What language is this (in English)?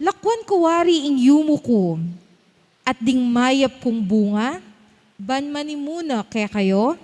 Pampanga